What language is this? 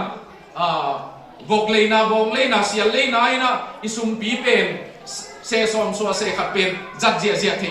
Tedim Chin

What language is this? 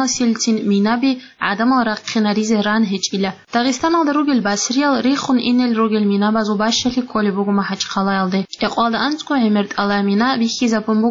Avaric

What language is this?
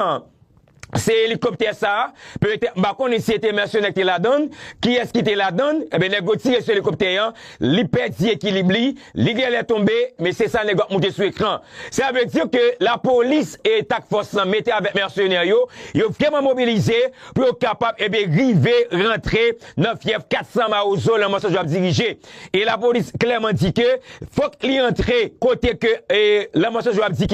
Haitian Creole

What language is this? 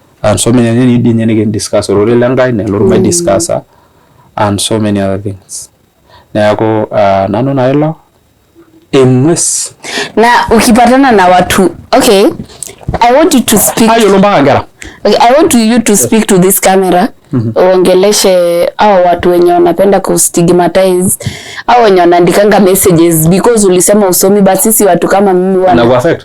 Masai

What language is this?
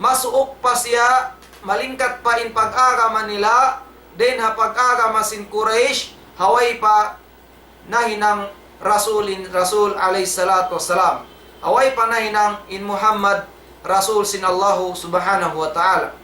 Tausug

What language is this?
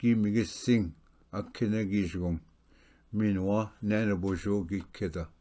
Ojibwa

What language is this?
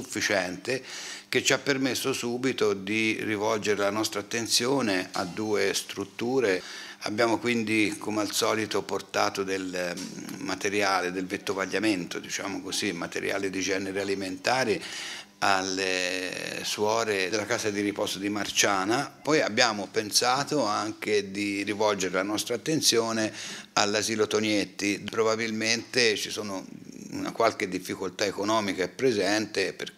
Italian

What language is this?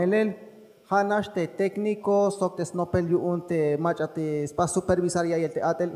Tzeltal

